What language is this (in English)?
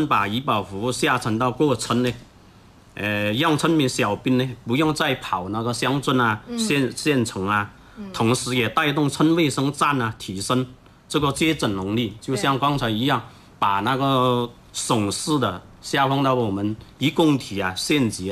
Chinese